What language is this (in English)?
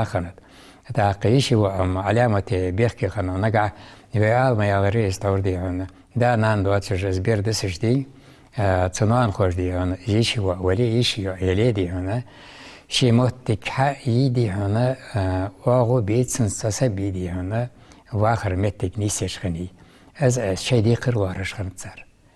Ingush